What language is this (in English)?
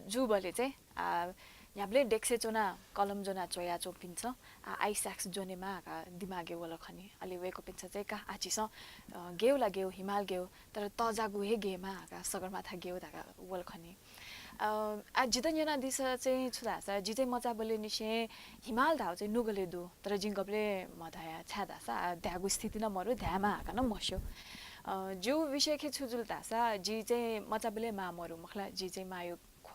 Newari